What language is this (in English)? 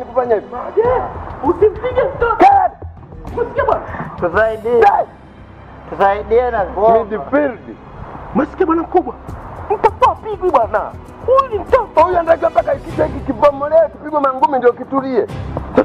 Swahili